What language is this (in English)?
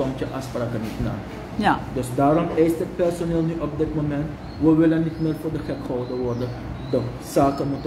Dutch